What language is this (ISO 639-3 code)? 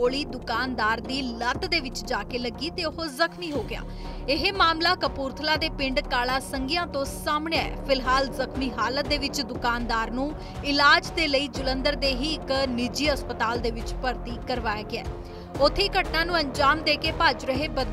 pan